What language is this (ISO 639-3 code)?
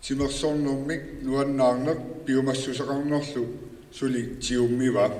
kal